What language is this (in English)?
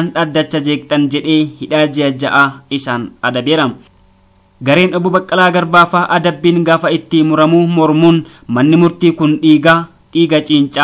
Oromo